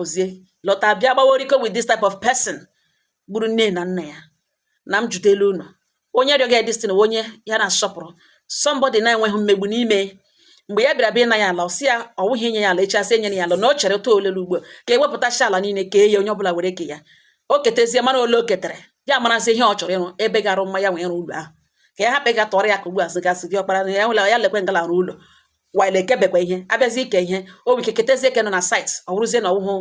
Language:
Igbo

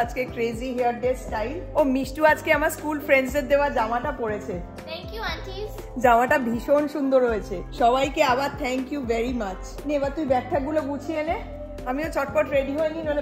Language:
Bangla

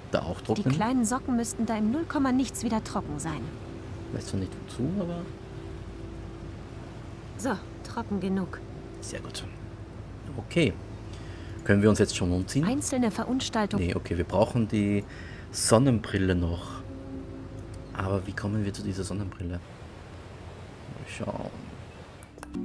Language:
German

